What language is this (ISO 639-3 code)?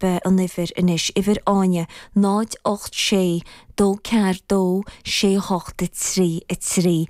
gle